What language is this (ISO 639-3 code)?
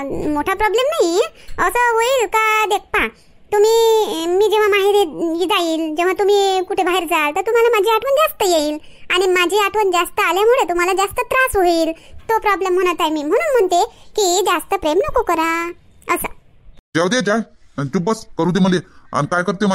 mar